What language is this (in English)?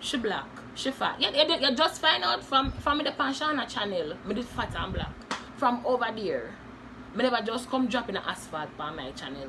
Jamaican Creole English